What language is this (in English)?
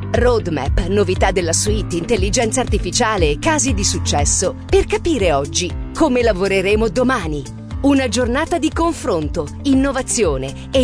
Italian